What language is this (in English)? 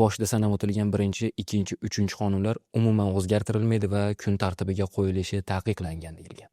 Uzbek